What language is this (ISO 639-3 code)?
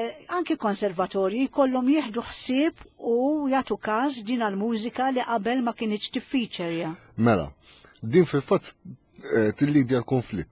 mlt